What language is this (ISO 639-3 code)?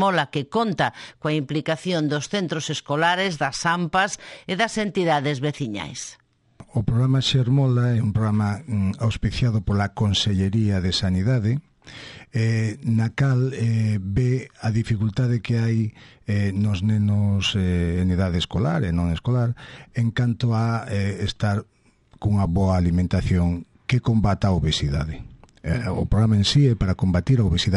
glg